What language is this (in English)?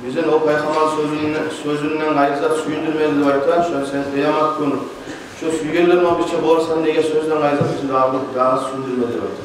Kumyk